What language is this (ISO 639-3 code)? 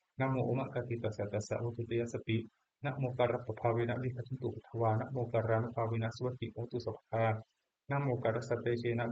pli